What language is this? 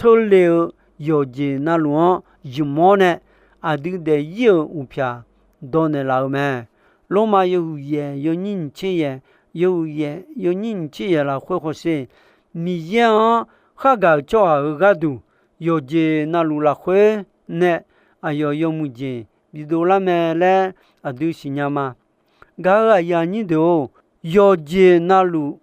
Akha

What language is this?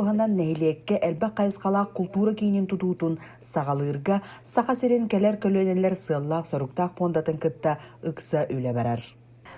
Yakut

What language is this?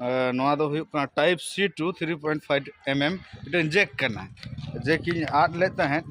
Santali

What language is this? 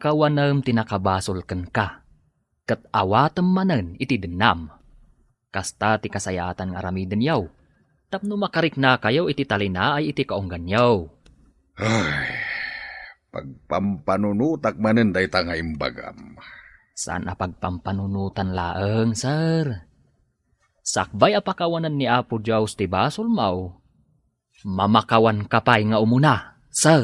Iloko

